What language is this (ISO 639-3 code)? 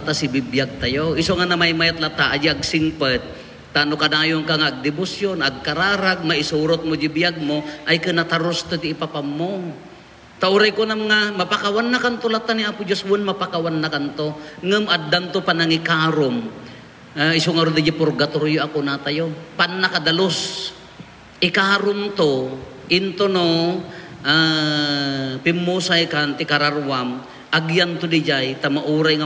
ilo